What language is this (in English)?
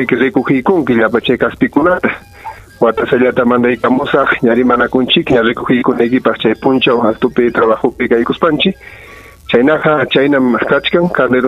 Ayacucho Quechua